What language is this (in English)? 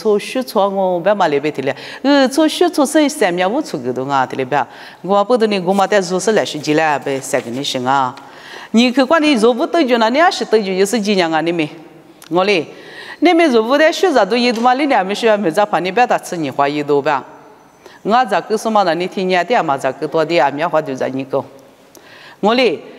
Lisu